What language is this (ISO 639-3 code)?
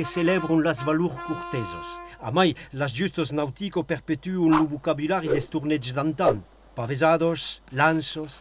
oci